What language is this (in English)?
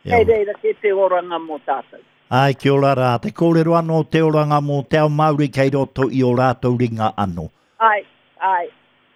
Māori